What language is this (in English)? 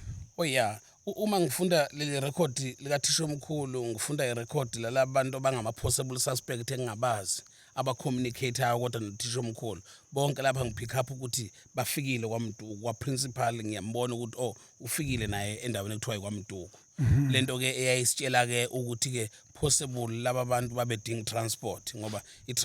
Zulu